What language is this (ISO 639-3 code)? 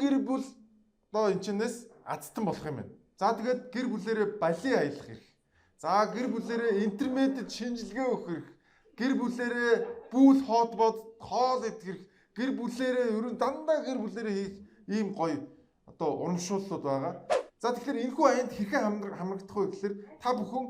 mon